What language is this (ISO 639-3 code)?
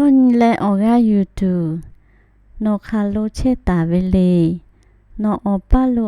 lhu